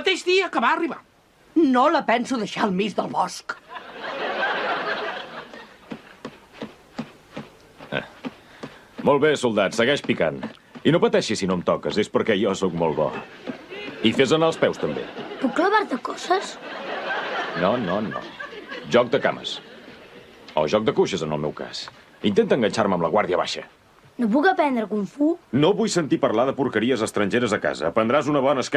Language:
Catalan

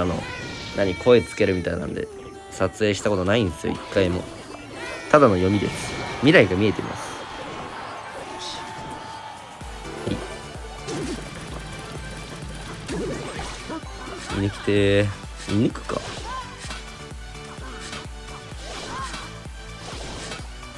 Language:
Japanese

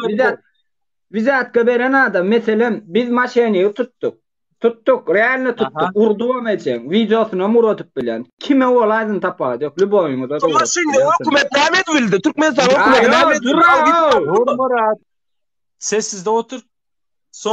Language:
Turkmen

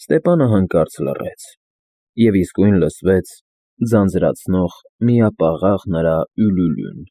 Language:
Armenian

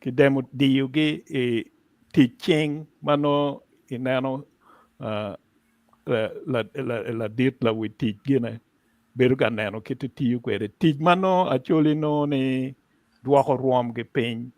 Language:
Acoli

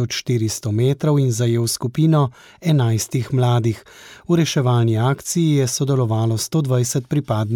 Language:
Slovenian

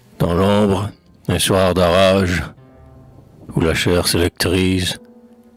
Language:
French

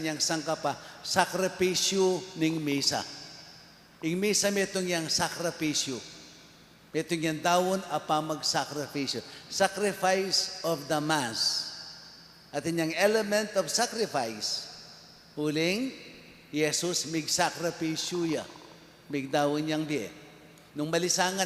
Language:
Pampanga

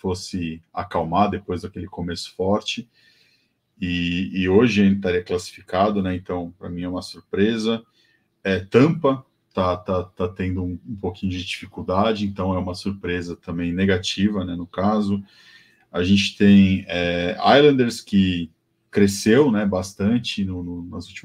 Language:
Portuguese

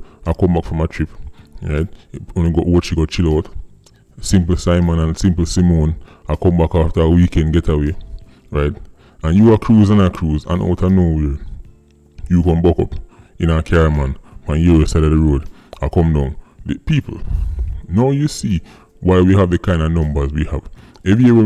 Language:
Jamaican Creole English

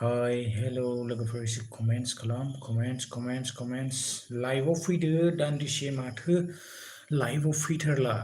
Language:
Bodo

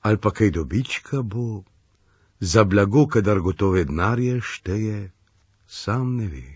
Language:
Slovenian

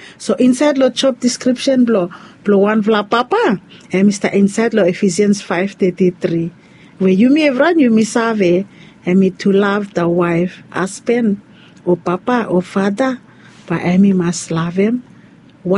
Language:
Bislama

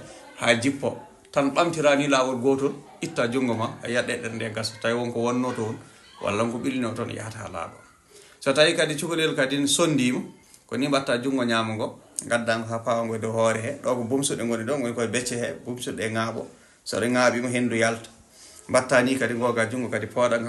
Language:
Fula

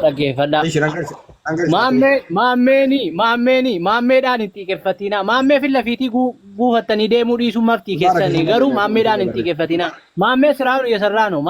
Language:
Oromo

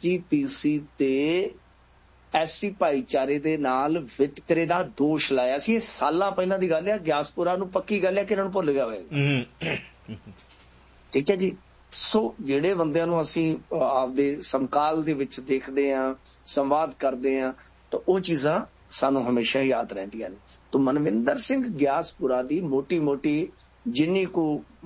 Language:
Punjabi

